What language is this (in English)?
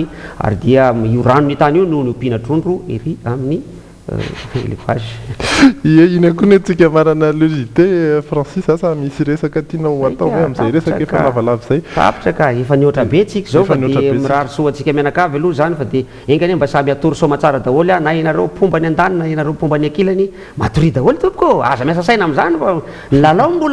Malagasy